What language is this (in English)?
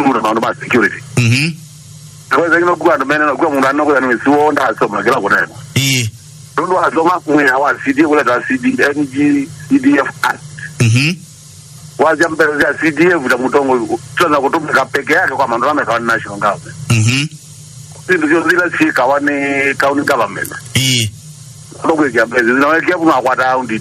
Kamba